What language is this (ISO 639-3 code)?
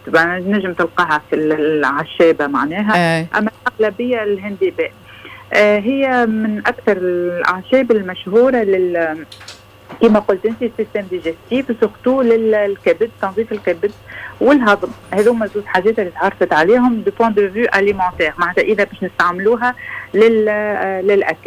aeb